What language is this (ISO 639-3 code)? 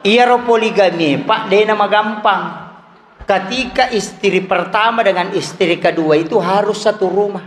bug